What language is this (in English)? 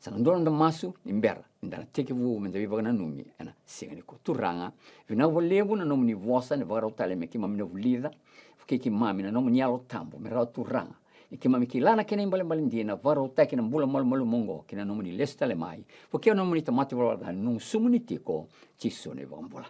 Fijian